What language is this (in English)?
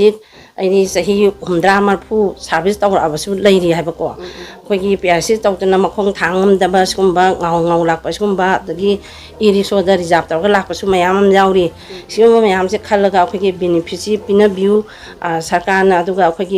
Manipuri